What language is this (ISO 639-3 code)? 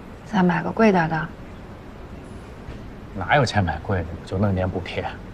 zho